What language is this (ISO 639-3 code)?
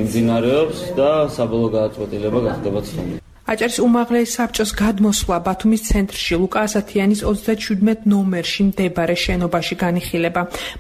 kat